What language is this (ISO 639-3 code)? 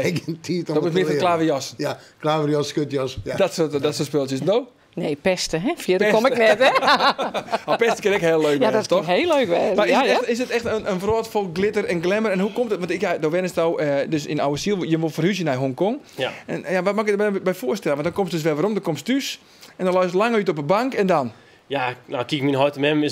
fry